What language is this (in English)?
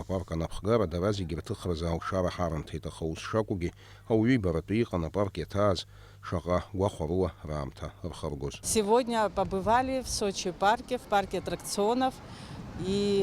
Abkhazian